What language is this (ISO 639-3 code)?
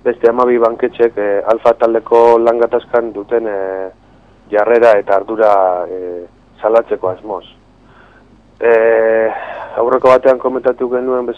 eus